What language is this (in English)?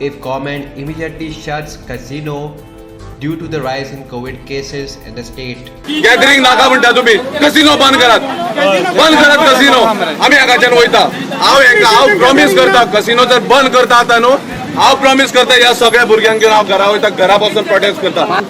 Konkani